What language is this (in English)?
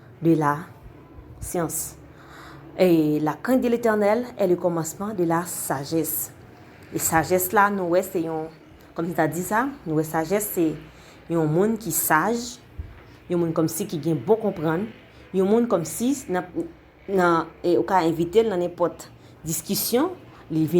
Haitian Creole